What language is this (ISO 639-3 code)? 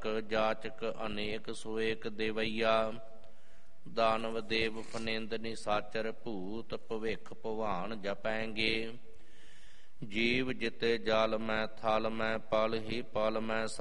pan